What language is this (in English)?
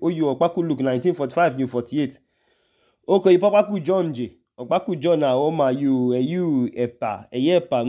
Idoma